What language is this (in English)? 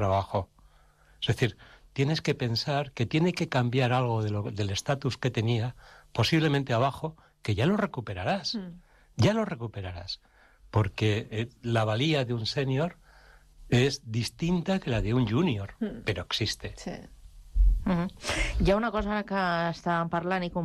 Catalan